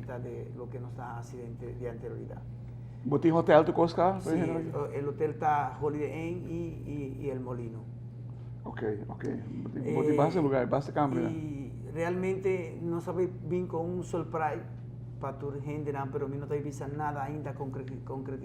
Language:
Papiamento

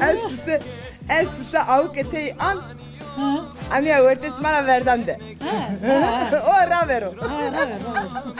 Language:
Zaza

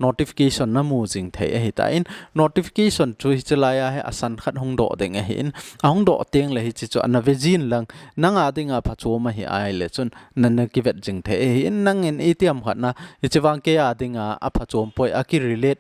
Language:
Thado Chin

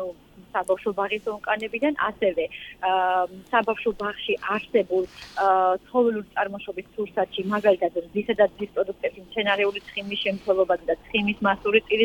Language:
Georgian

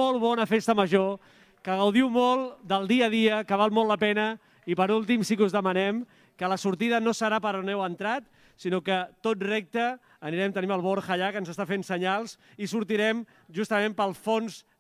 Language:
Catalan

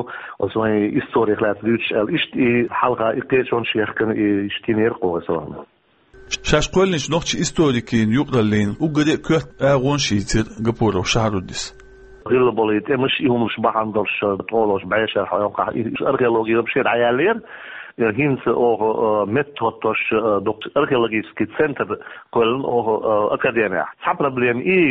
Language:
Chechen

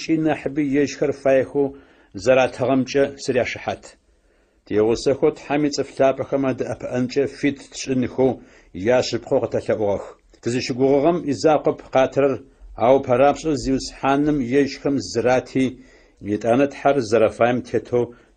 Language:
Adyghe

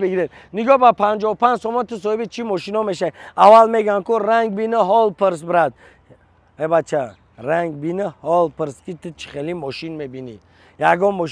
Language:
Tajik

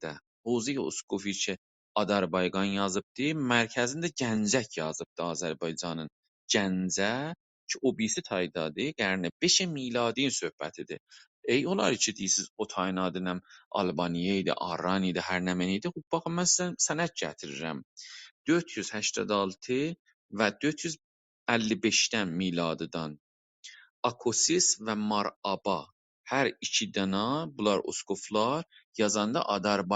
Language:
South Azerbaijani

